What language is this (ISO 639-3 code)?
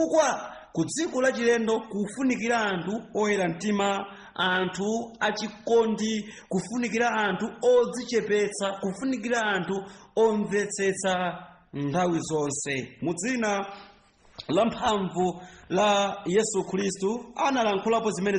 nya